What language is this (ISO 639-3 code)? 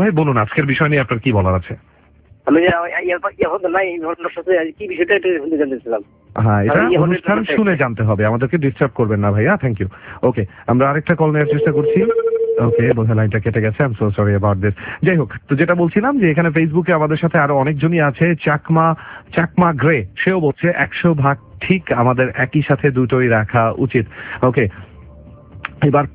ben